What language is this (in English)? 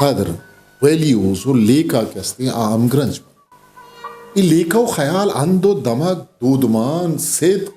Eastern Balochi